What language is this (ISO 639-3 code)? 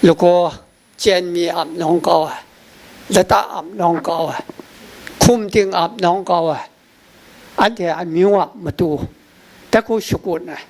kac